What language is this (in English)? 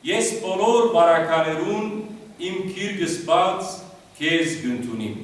Western Armenian